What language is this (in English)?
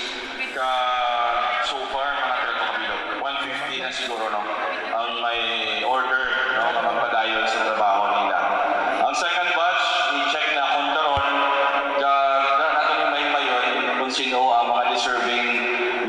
Hiligaynon